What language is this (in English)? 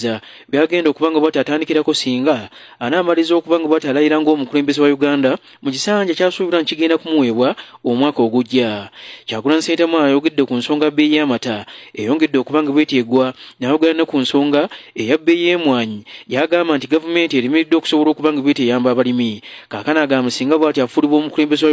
Ganda